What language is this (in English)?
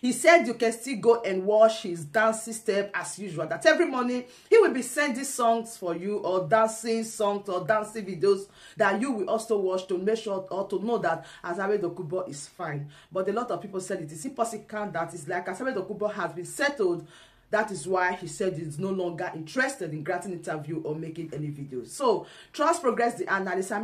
Nigerian Pidgin